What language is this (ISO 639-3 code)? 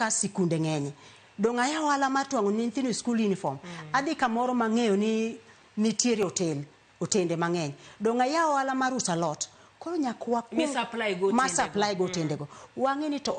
luo